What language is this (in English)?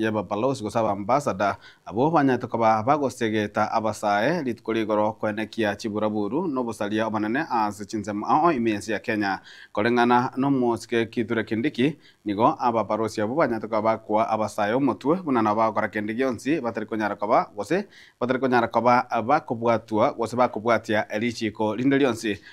Gusii